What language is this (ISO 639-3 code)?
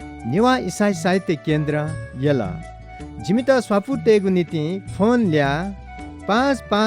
new